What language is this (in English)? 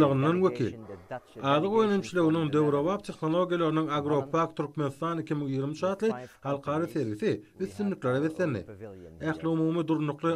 Turkmen